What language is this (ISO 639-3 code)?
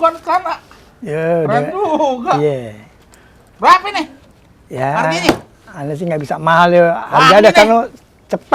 bew